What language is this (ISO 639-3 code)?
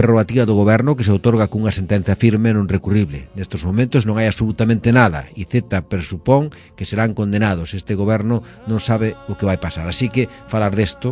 glg